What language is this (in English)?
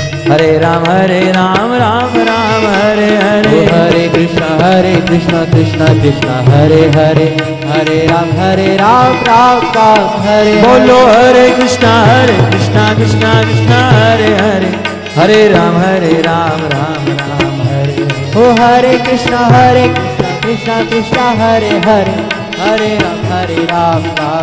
Hindi